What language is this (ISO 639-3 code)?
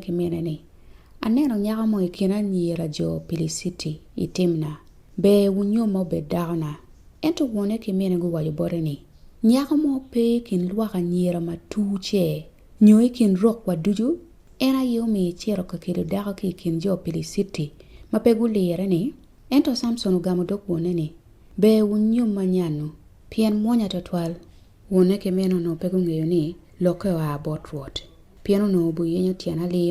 ach